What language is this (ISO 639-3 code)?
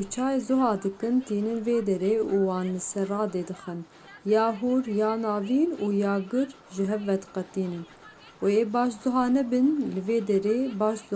kur